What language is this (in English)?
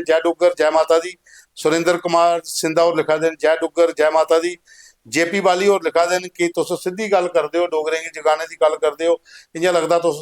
Dogri